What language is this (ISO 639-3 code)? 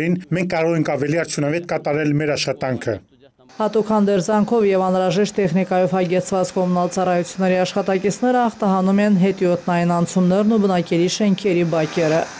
hye